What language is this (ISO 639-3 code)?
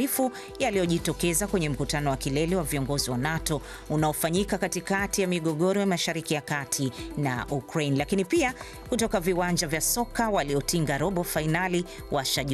swa